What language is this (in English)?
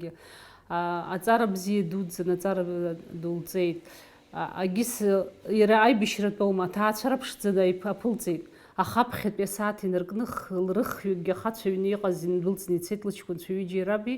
Abkhazian